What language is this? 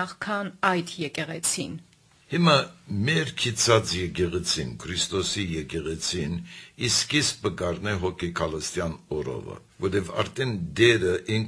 Armenian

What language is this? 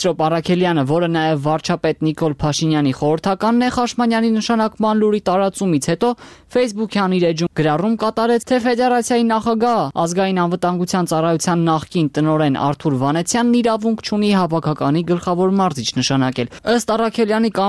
Armenian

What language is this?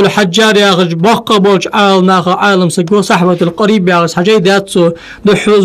Ingush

